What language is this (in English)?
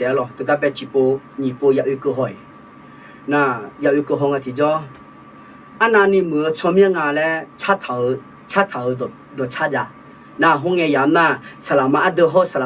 Akha